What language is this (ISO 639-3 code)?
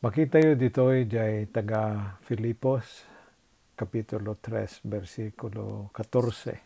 ilo